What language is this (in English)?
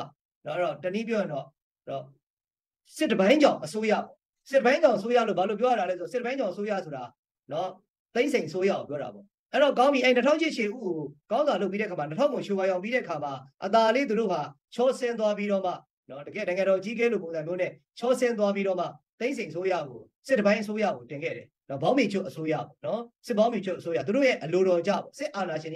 Burmese